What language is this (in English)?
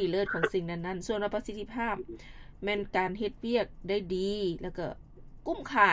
Lao